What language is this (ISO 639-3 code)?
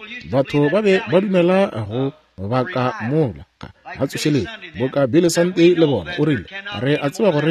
nso